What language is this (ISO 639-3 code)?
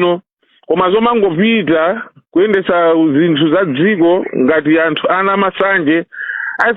nya